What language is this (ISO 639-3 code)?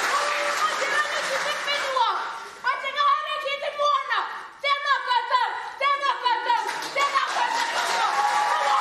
mri